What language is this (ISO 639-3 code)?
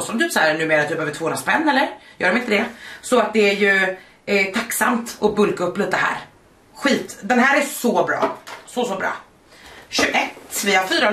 swe